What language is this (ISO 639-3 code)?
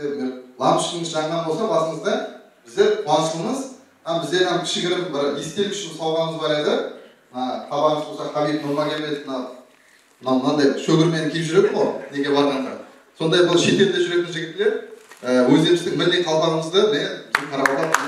kaa